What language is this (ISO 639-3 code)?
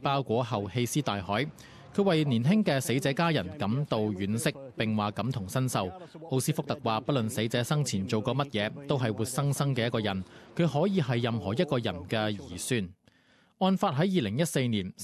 yue